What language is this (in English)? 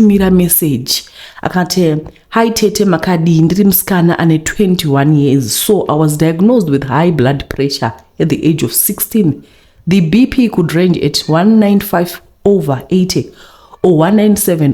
Shona